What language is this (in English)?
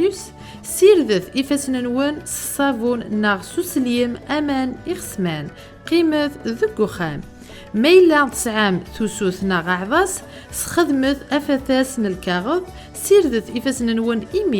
Kabyle